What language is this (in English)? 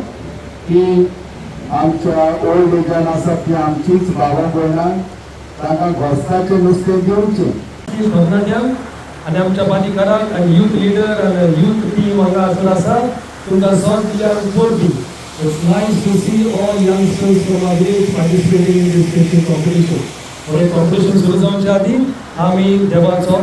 Konkani